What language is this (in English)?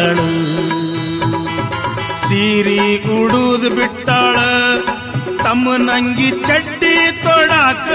Kannada